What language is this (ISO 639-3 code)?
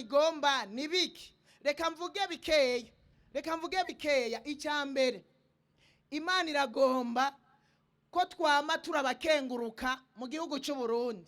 run